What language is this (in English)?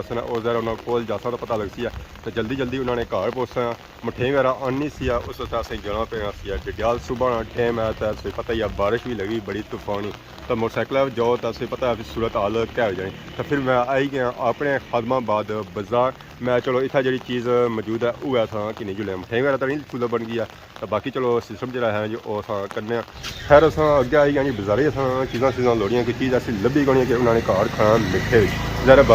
Pahari-Potwari